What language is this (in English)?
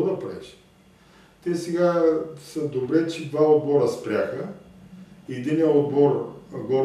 Bulgarian